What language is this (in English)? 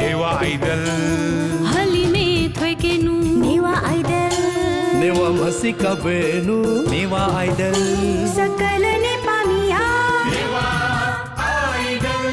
Newari